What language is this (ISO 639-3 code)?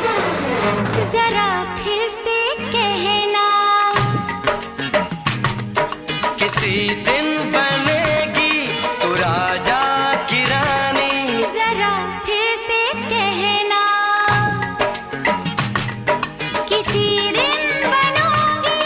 hin